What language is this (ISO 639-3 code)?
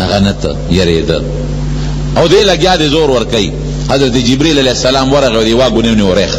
pus